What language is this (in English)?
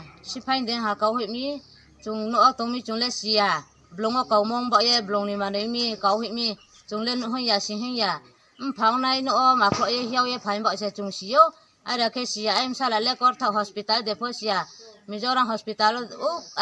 Riang (India)